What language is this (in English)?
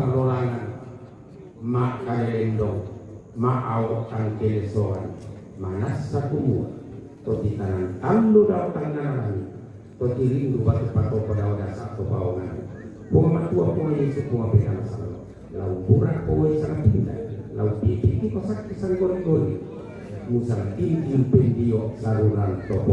Toraja-Sa'dan